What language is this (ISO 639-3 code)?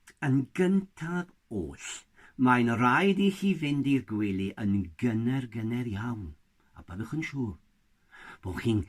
cym